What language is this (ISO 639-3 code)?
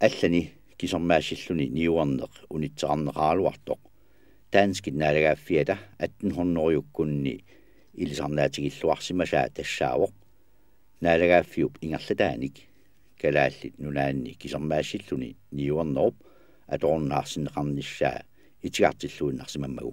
kal